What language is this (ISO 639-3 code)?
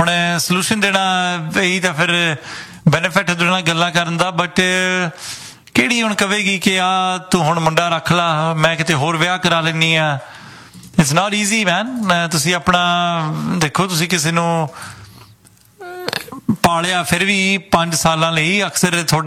pan